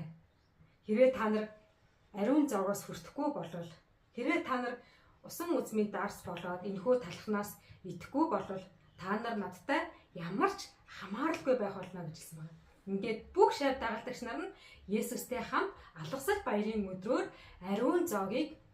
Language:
Mongolian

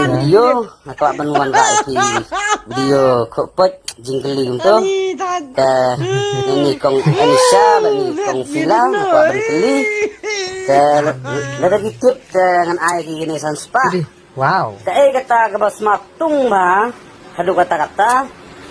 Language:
Khasi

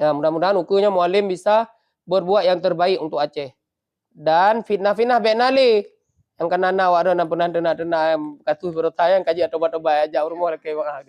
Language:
Achinese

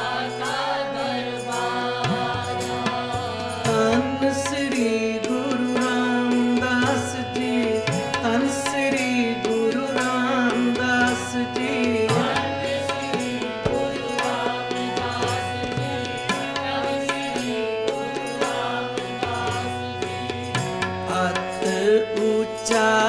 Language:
Punjabi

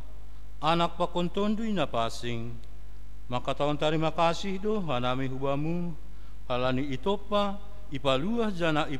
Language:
Batak Simalungun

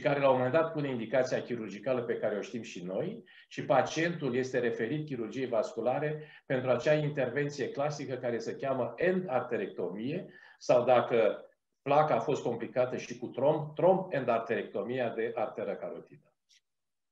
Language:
Romanian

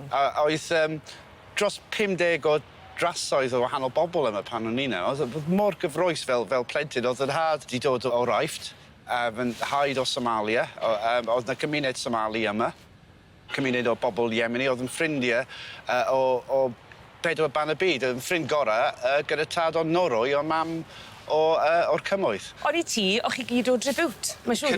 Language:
Welsh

